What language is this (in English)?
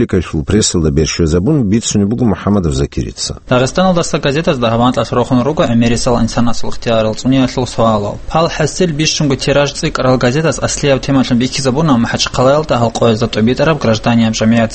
Avaric